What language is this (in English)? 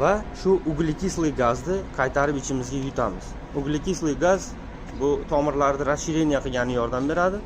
Uzbek